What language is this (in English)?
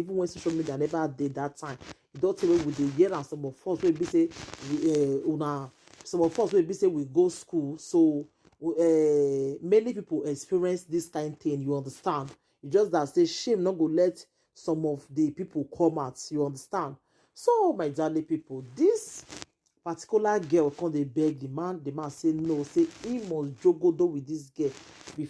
Nigerian Pidgin